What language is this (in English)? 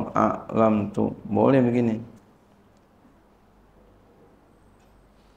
Malay